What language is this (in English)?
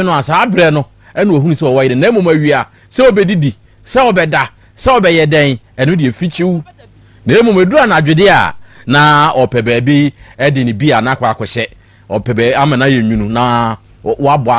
Akan